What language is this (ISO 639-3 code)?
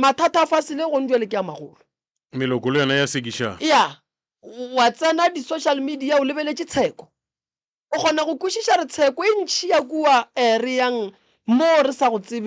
nso